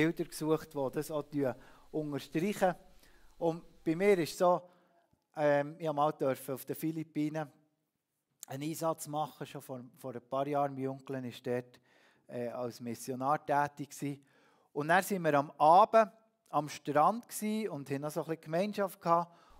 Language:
Swiss German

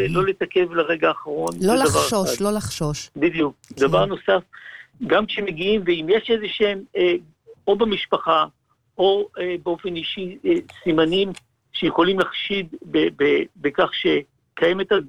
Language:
Hebrew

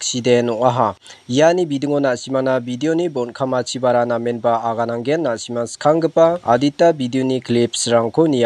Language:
Garo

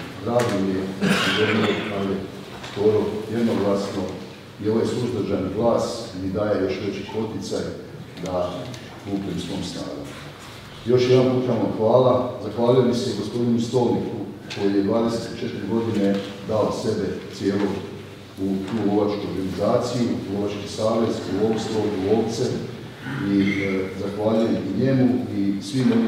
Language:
Croatian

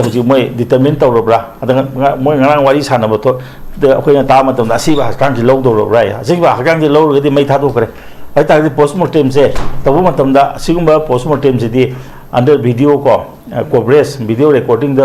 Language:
Manipuri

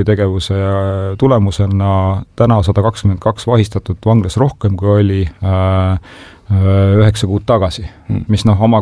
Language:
Estonian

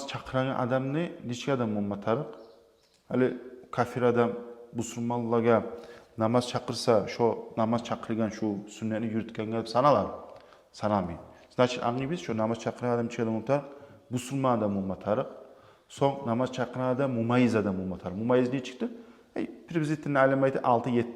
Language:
Kumyk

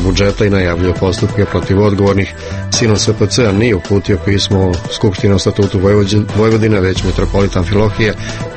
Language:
Serbian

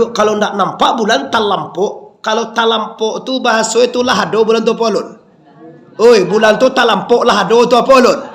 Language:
Minangkabau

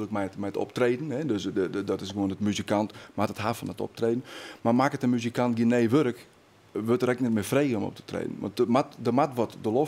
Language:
Western Frisian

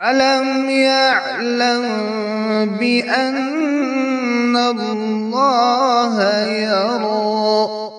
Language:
Kashmiri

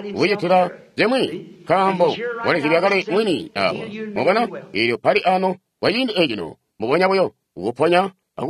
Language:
Tonga (Zambia)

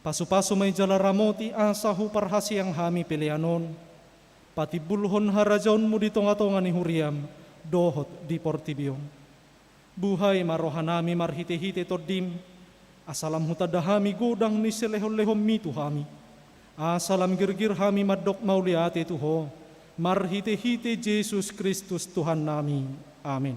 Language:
Batak Toba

